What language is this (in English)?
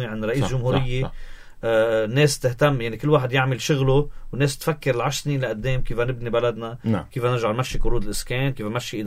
North Levantine Arabic